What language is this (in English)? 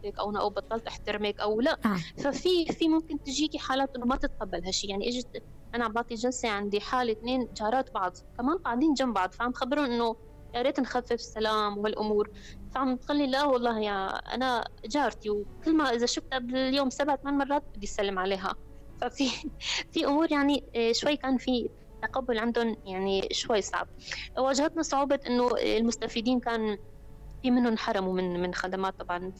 North Levantine Arabic